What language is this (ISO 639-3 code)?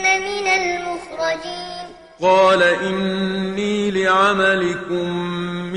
ara